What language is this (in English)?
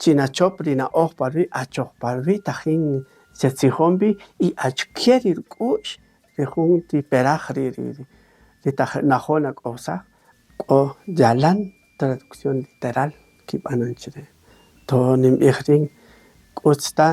Kaqchikel